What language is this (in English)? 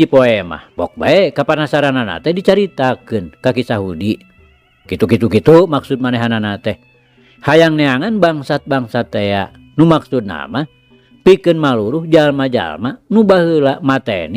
Sundanese